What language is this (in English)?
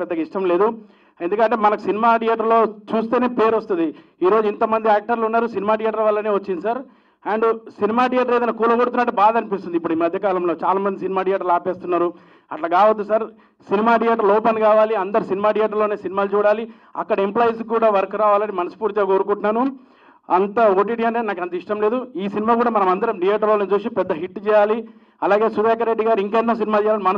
Telugu